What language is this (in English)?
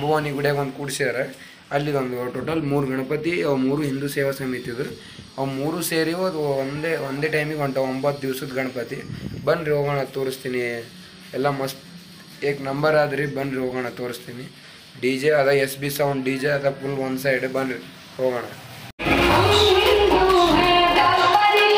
Kannada